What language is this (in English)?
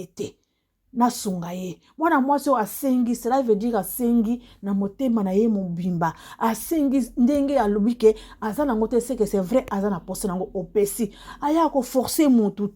Lingala